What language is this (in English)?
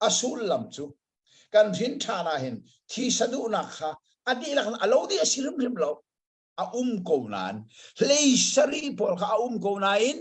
Hakha Chin